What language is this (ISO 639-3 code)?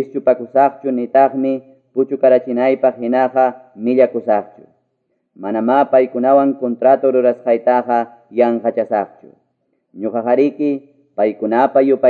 que